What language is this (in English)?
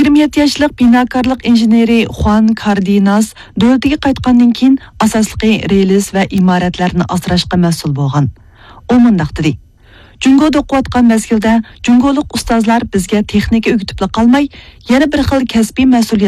Uyghur